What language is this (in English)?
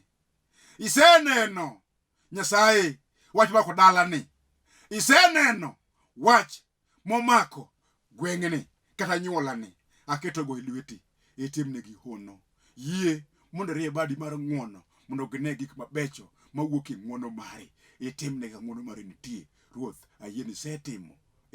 Luo (Kenya and Tanzania)